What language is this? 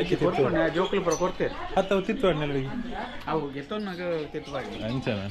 Tulu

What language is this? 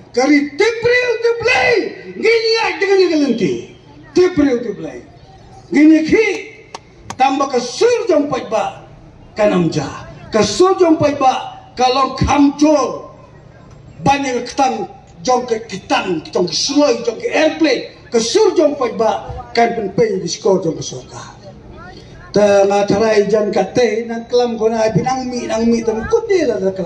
Khasi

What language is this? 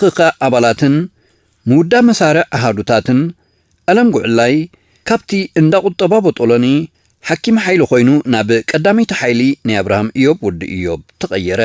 Tigrinya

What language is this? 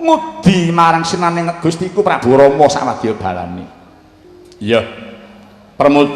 Javanese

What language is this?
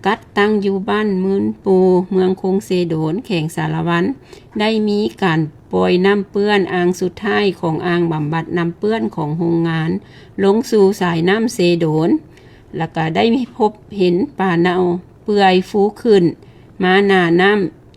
Lao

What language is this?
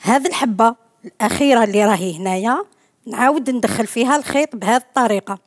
Algerian Arabic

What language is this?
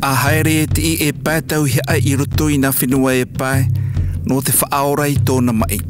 Tahitian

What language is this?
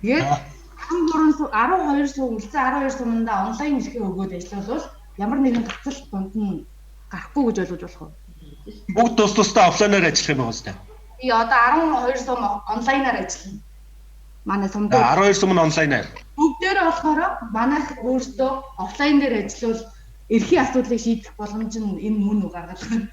Mongolian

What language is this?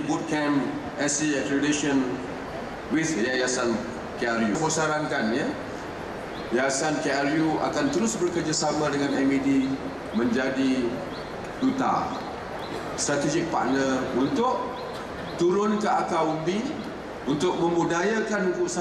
Malay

